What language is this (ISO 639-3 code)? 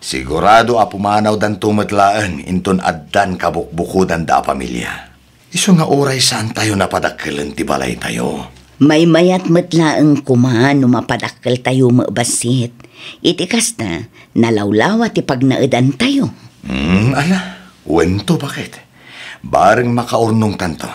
ilo